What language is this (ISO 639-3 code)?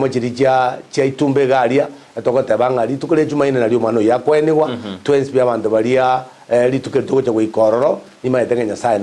guz